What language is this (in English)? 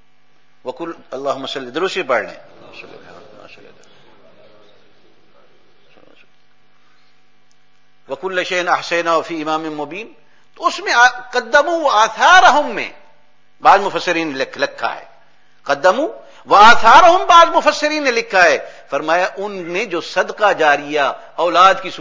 Urdu